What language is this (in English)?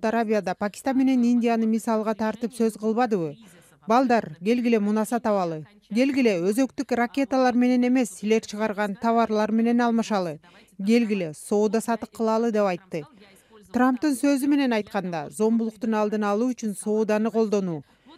Kyrgyz